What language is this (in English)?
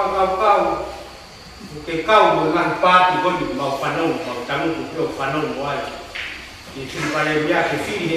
Tongan